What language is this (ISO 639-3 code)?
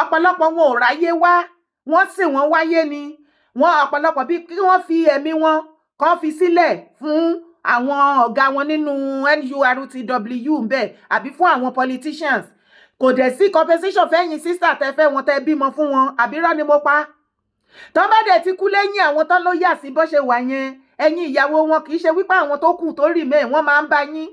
yor